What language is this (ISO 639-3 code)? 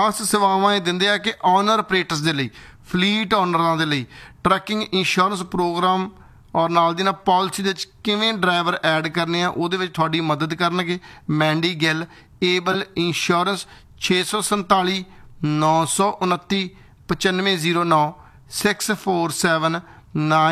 pan